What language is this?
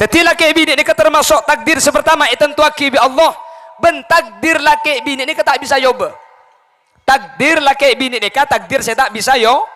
Madurese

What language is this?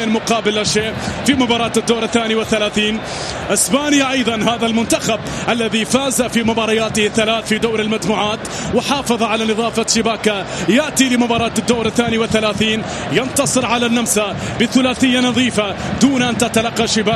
Arabic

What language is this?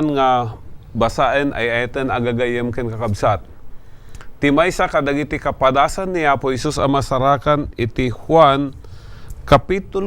Iloko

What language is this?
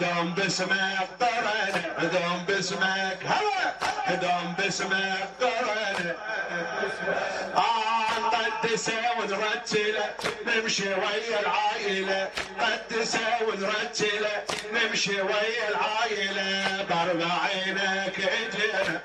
Mesopotamian Arabic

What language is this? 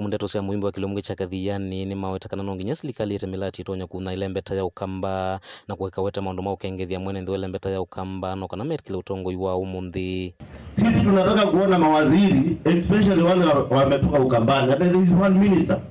Kamba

